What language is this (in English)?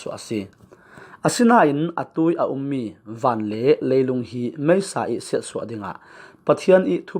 Falam Chin